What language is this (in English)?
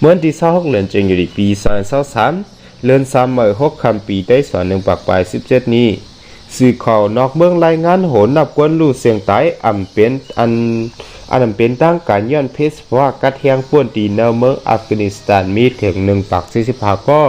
Shan